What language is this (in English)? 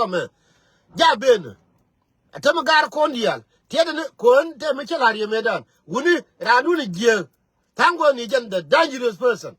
Nuer